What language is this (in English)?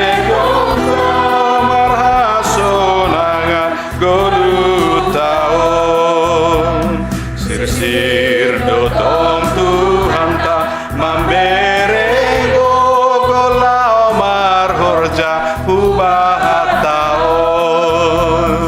Batak Simalungun